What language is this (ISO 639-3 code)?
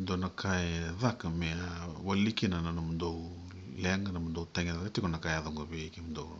fij